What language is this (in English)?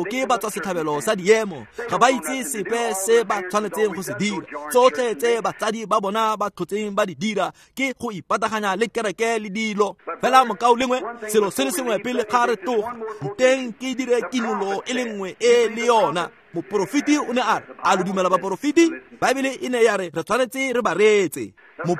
Tswana